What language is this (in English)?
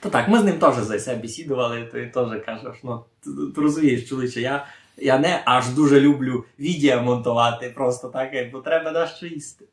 Rusyn